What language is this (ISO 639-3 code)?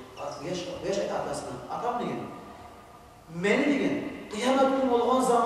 kum